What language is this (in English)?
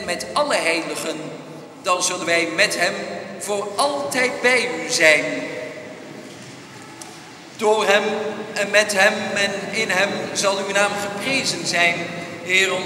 Dutch